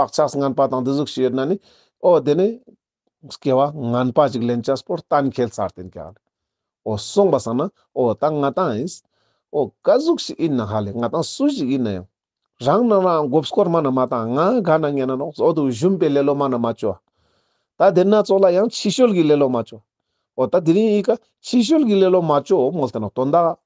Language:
Ladakhi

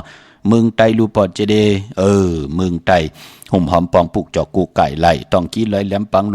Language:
Shan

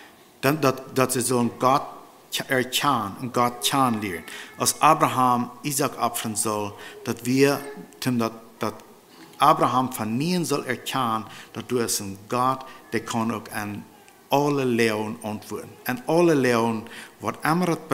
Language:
Plautdietsch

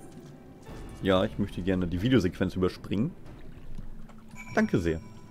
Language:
German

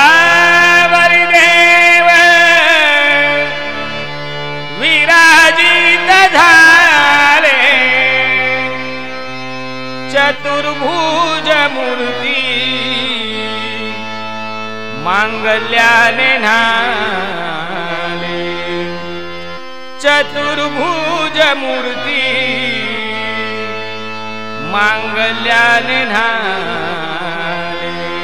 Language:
Marathi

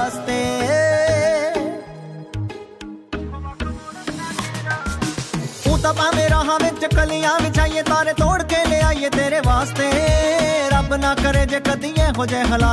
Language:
Punjabi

